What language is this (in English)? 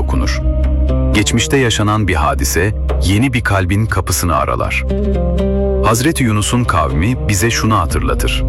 Turkish